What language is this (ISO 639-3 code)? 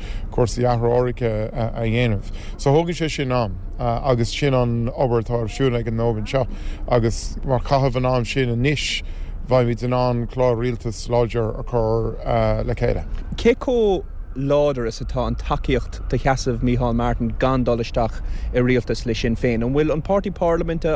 gle